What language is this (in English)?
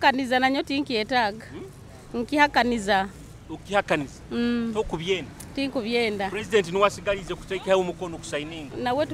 Nyoro